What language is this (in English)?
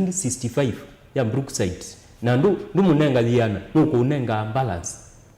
Kamba